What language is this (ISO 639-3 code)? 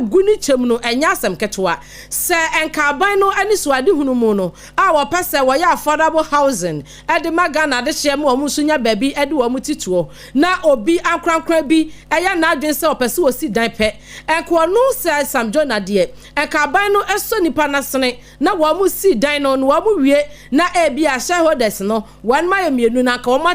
aka